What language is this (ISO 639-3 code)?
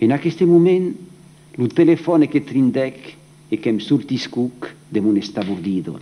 oci